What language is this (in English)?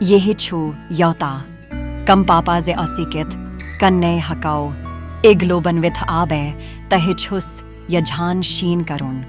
Kashmiri